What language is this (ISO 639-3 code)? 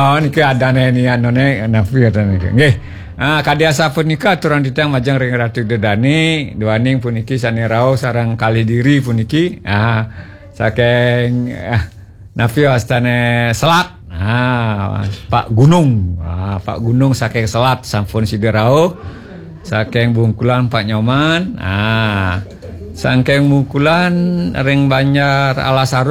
ban